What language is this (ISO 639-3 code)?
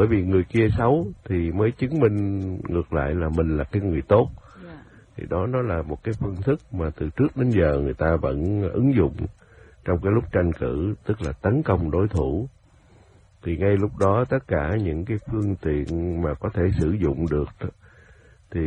vie